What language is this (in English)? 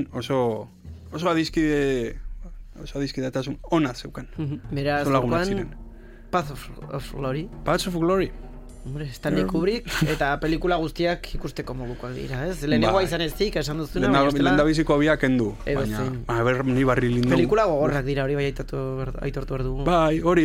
Basque